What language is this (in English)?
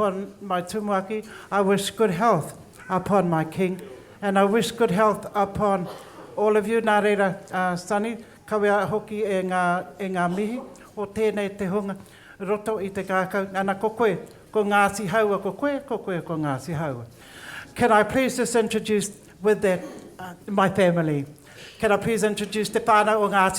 Māori